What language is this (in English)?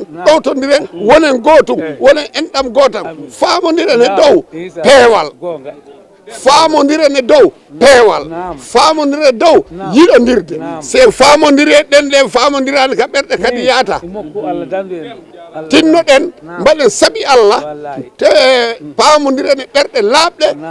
Fula